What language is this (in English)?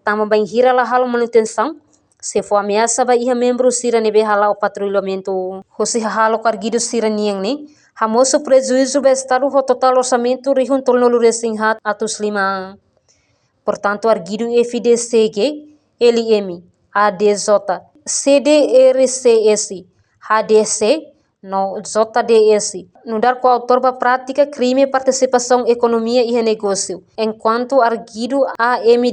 Tetum